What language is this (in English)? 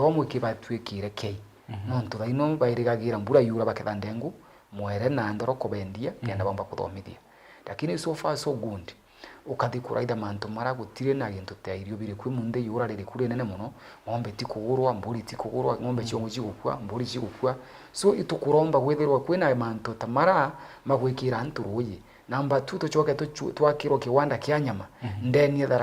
Meru